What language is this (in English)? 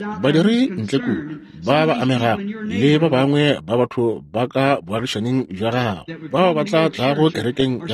Northern Sotho